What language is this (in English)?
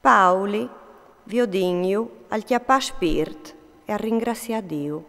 Friulian